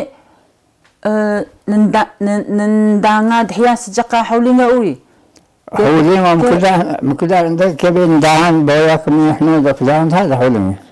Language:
Taroko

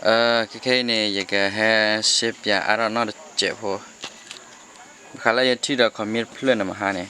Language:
S'gaw Karen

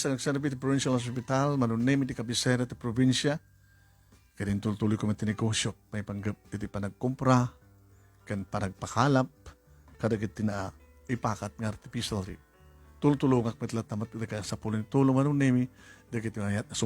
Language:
Iloko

